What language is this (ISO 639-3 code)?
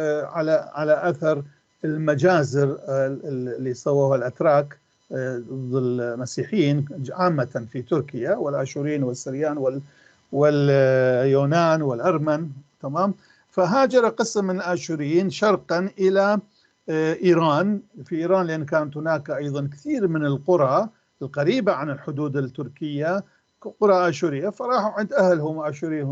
apc